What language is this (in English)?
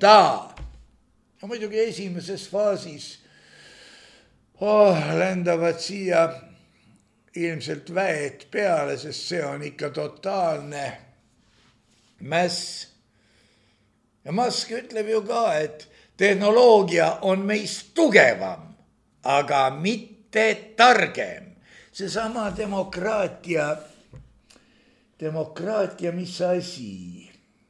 Estonian